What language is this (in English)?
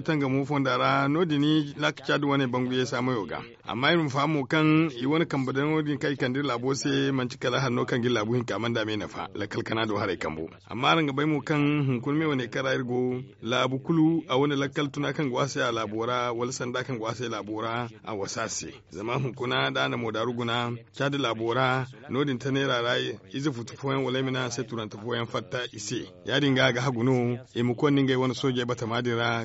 Zarma